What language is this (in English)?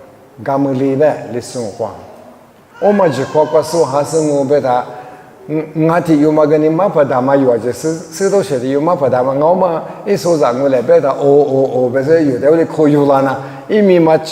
Lisu